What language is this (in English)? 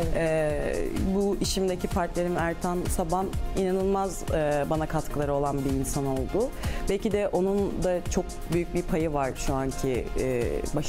Turkish